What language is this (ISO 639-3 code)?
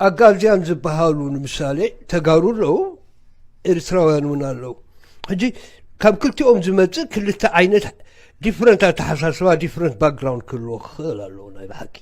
tir